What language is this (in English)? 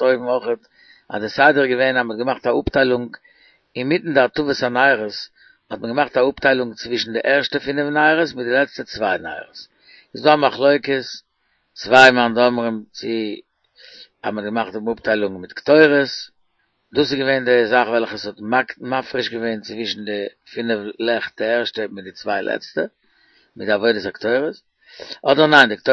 Yiddish